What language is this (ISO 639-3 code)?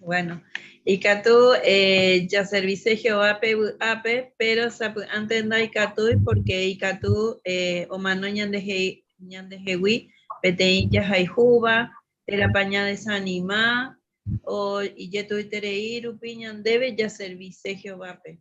grn